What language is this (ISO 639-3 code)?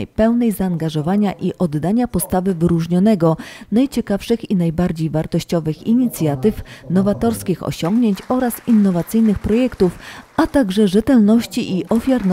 pol